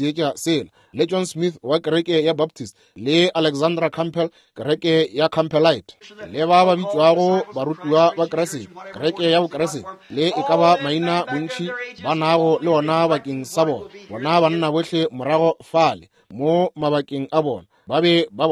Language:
Northern Sotho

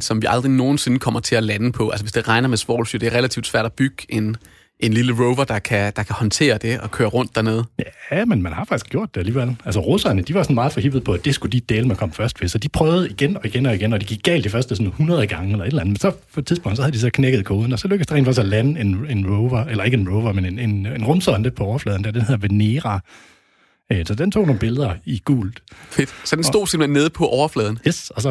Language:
Danish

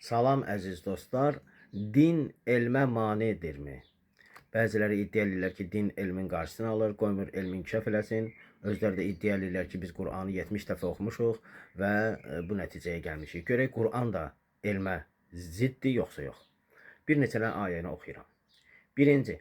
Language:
Azerbaijani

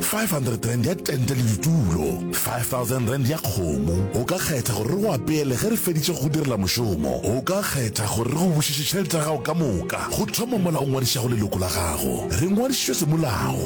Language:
Northern Sotho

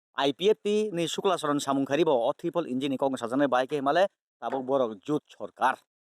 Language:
Kok Borok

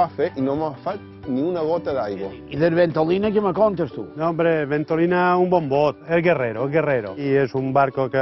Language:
Catalan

